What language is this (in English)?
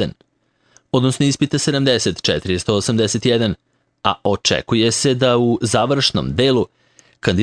Serbian